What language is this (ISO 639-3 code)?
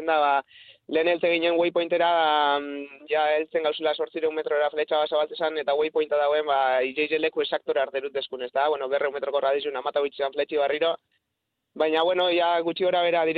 eus